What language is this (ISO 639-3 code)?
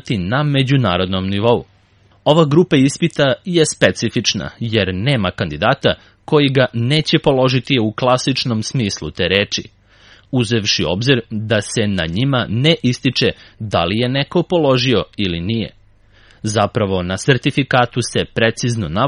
srp